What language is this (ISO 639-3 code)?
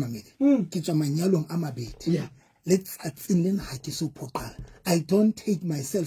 sot